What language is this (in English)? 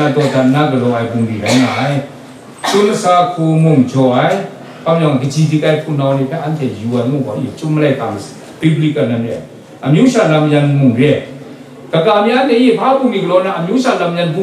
Kachin